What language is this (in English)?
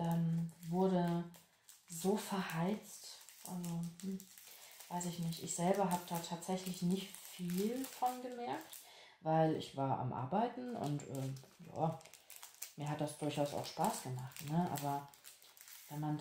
German